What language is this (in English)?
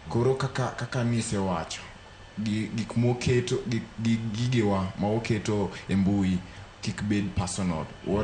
Luo (Kenya and Tanzania)